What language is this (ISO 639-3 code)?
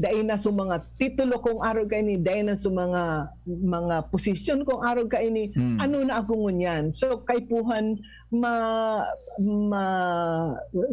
bik